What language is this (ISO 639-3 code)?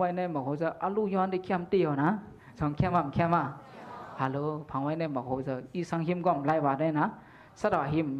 shn